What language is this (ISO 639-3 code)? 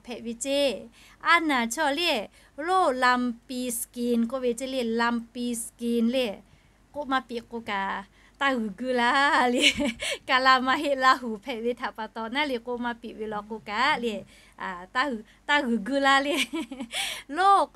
lhu